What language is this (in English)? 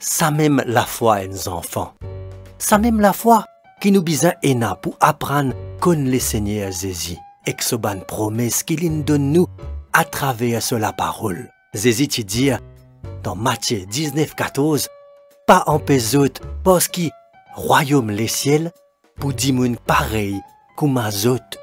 Morisyen